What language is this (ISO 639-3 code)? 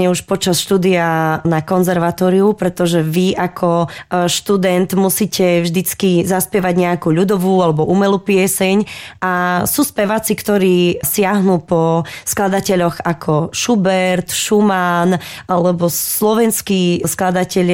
slk